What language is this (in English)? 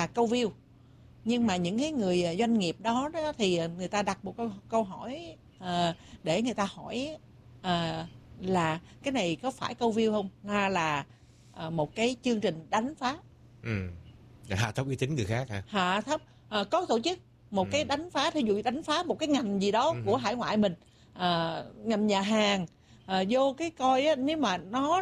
Vietnamese